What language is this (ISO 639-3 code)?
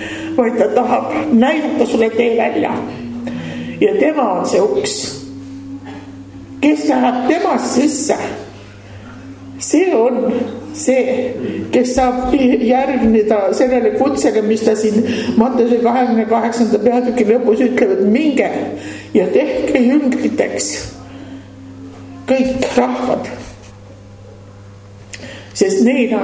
est